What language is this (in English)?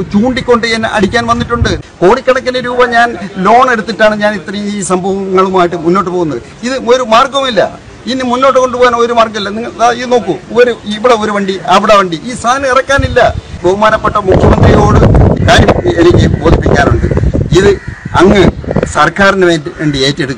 Malayalam